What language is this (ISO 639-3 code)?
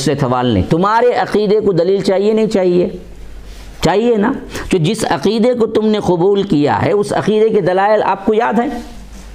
urd